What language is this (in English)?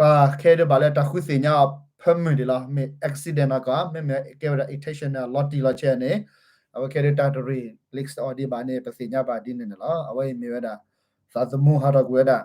S'gaw Karen